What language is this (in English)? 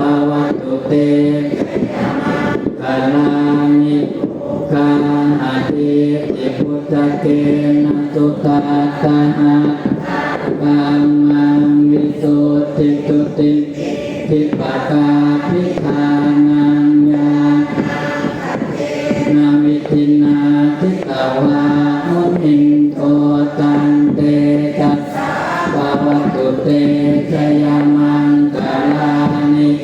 Pali